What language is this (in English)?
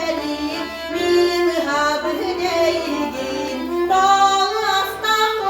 Yakut